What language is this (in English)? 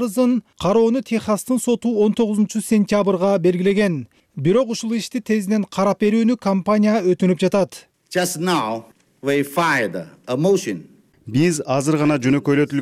Kyrgyz